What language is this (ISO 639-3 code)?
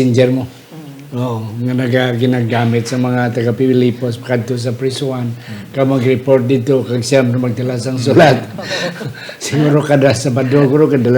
hil